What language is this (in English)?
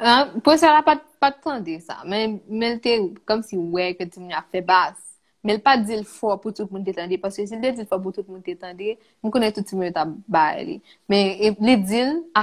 Haitian Creole